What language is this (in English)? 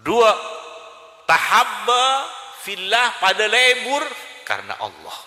Madurese